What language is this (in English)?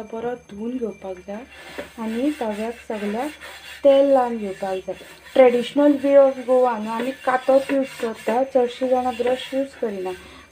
Konkani